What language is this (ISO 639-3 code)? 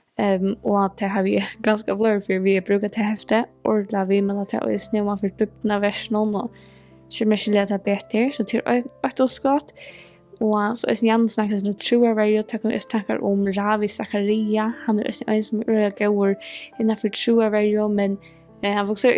fao